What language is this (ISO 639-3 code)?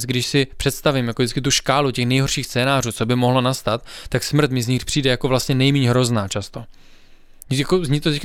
ces